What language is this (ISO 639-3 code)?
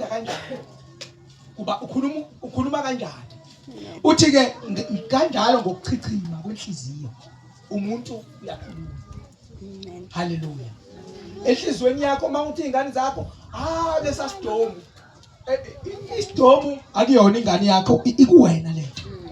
zul